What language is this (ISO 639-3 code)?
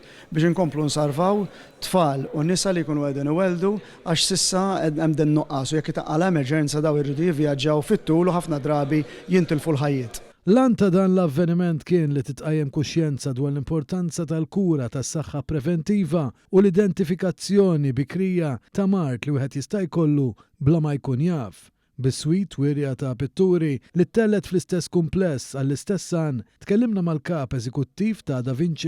mlt